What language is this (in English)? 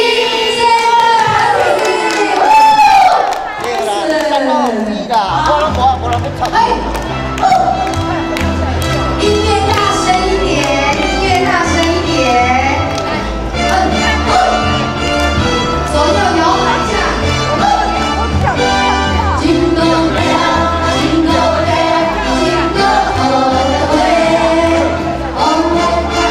Chinese